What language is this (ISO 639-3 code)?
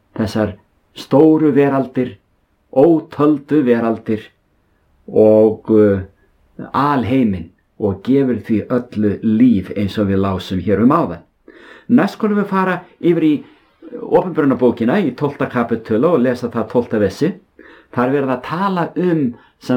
isl